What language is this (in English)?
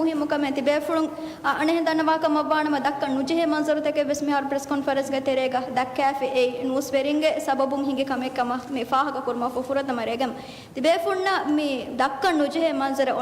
Divehi